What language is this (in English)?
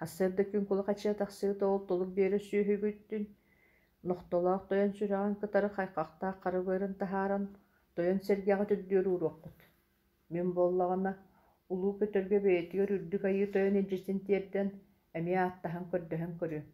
Yakut